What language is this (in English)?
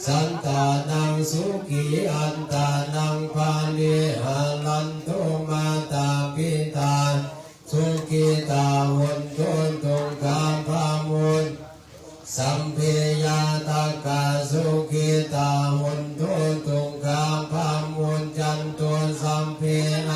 Pali